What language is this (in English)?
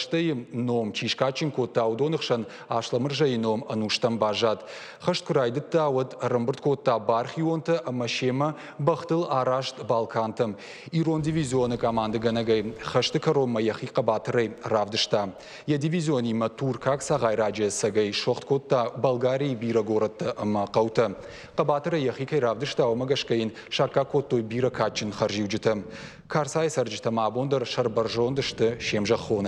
Ossetic